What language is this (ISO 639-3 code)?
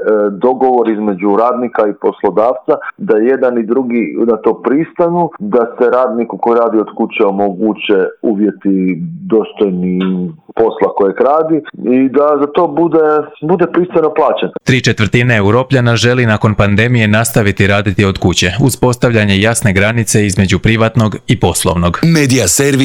hrv